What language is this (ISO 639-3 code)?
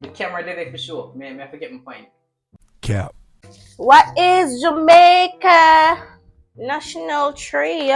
jam